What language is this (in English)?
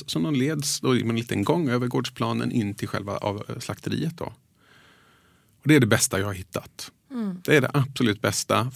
Swedish